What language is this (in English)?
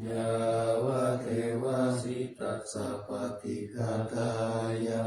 Pali